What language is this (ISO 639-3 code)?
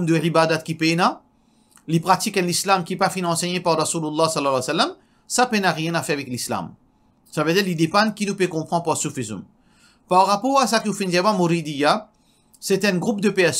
mfe